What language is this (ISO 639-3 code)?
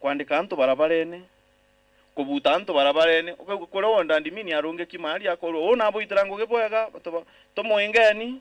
mer